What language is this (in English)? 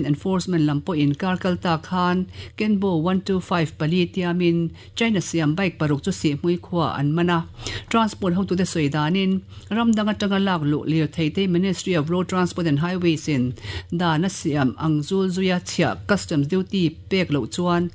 Mizo